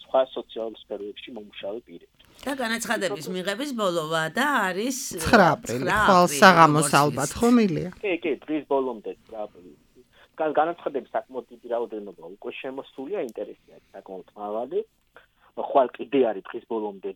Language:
Georgian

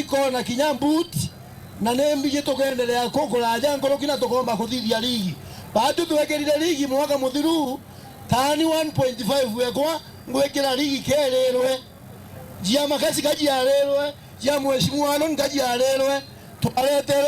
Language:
Meru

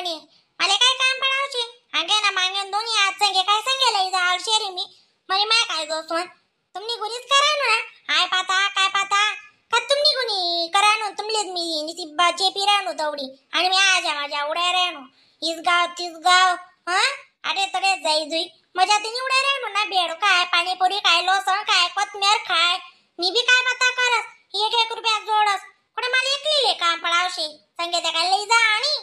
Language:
Khandesi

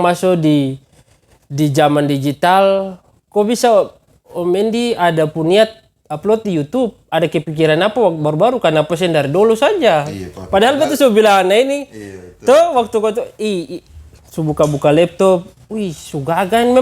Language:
Ambonese Malay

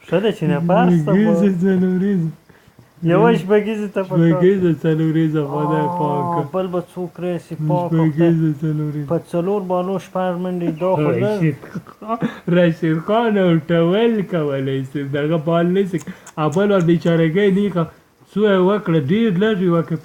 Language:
Pashto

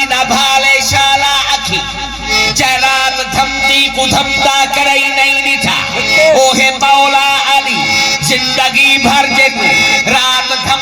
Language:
Saraiki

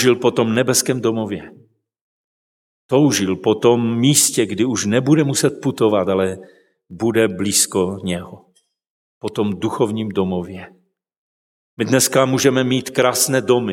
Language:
Czech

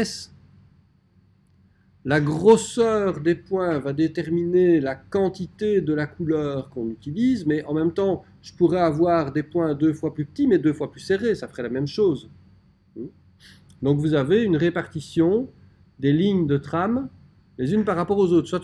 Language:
French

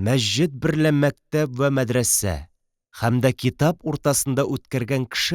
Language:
Tatar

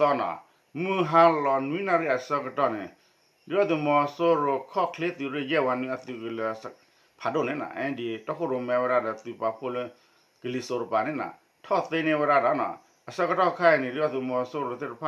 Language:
S'gaw Karen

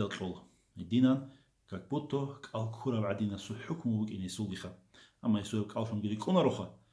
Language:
Avaric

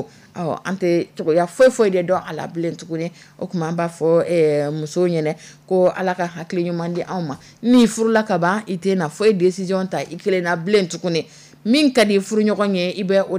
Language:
Dyula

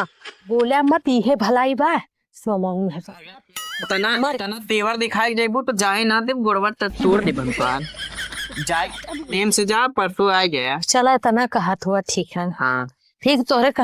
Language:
Awadhi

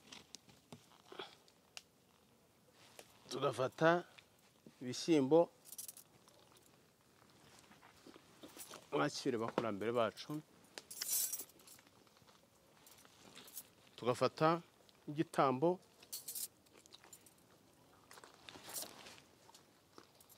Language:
Kinyarwanda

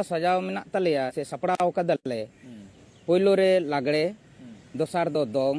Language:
Santali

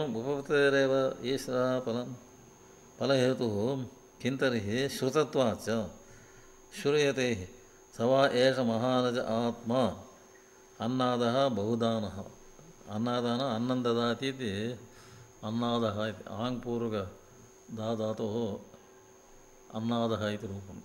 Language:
Sanskrit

